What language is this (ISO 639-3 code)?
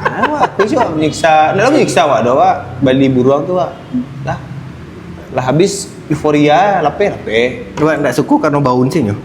min